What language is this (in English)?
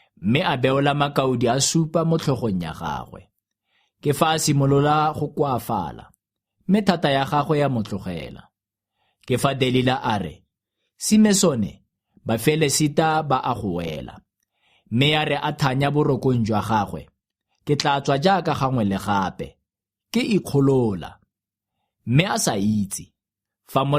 Tswana